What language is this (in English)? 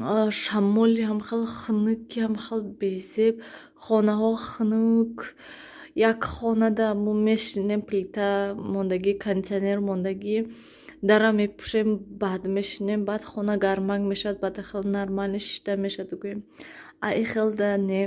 Tajik